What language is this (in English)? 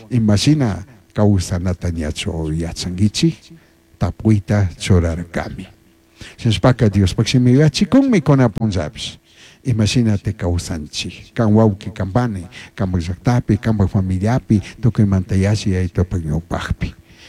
Chimborazo Highland Quichua